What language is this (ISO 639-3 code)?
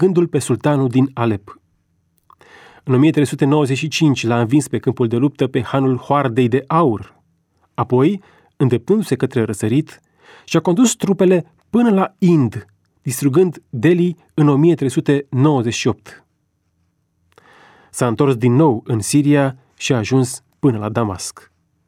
ron